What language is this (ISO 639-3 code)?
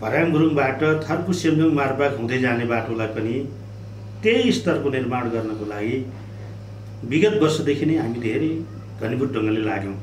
nep